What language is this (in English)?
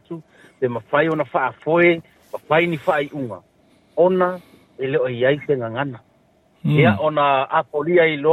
Samoan